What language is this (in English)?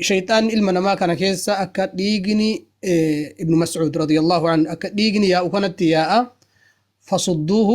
Oromo